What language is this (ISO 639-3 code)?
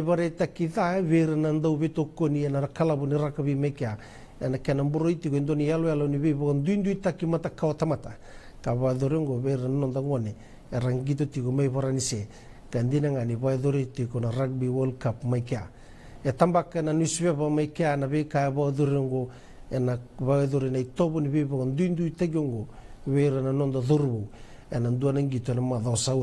fij